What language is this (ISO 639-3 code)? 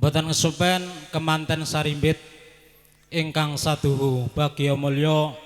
jav